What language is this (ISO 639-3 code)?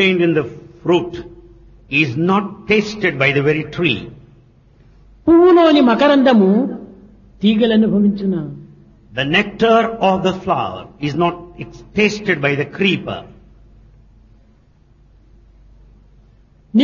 tel